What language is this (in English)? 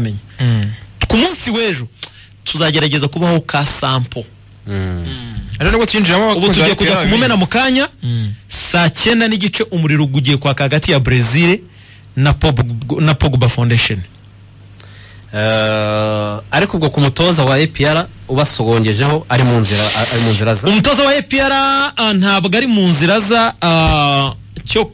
Kinyarwanda